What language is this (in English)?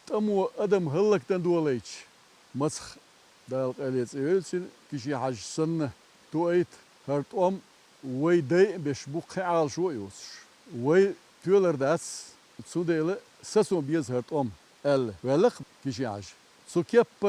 Chechen